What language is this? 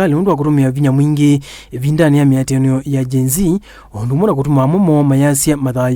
Kamba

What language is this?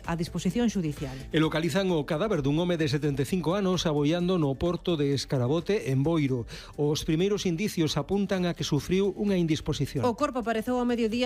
Galician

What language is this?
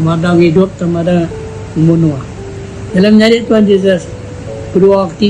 Iban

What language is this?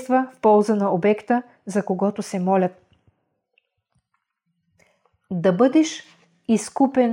Bulgarian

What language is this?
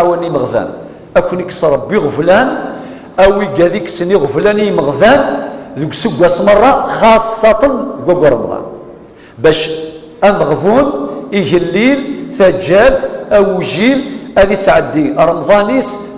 Kabyle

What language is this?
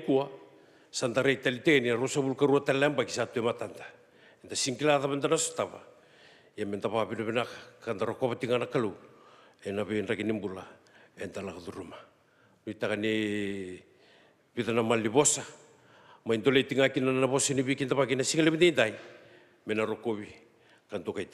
Fijian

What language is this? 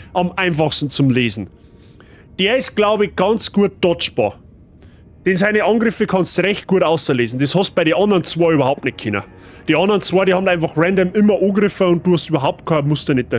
Bavarian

